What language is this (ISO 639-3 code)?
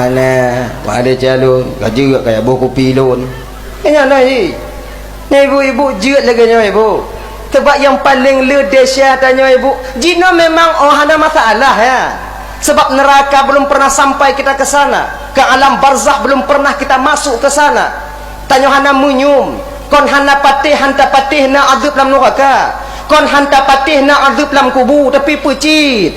ace